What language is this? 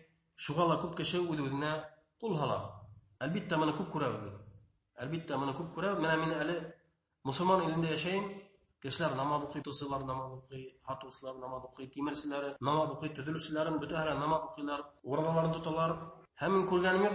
Bashkir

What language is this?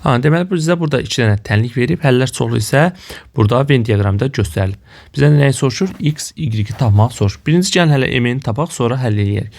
Azerbaijani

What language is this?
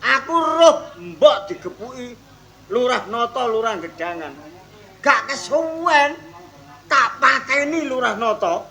Javanese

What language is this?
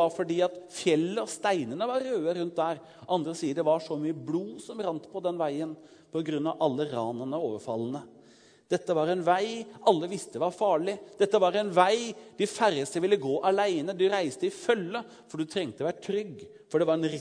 Norwegian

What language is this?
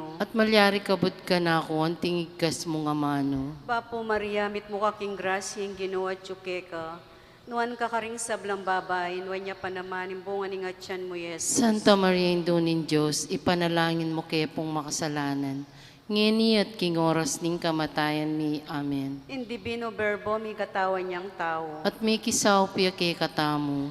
Pampanga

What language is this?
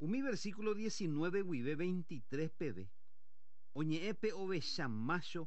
Guarani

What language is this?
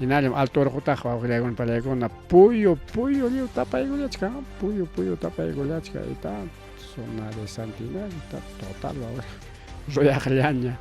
Ayacucho Quechua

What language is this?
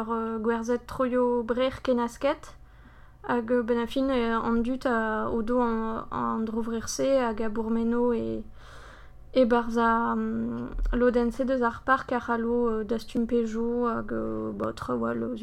Breton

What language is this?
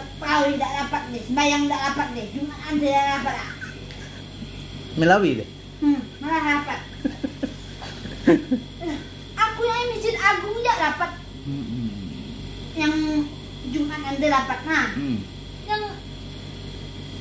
Indonesian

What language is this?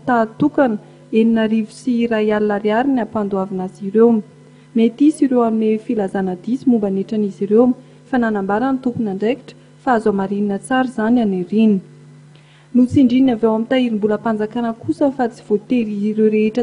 Malagasy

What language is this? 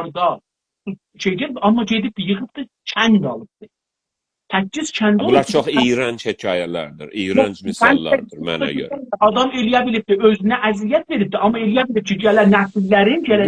South Azerbaijani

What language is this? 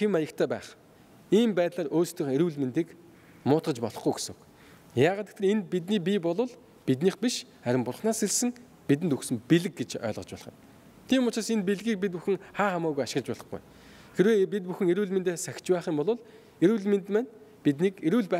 Mongolian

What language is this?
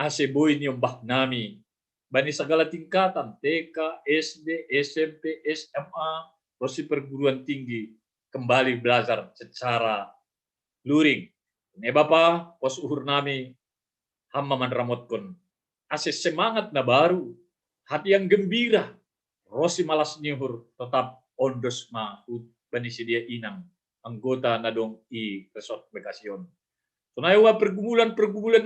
Batak Simalungun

